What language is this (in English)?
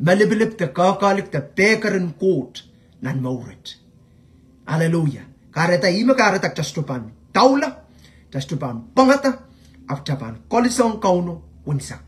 Pohnpeian